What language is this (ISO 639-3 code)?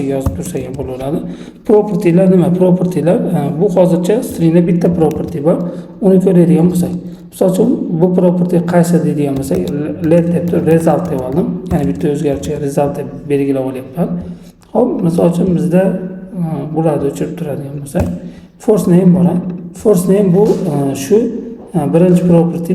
uzb